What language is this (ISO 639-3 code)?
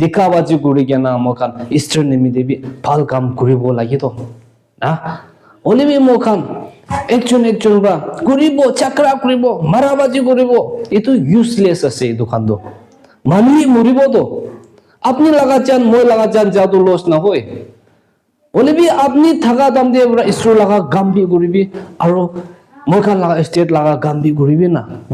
nag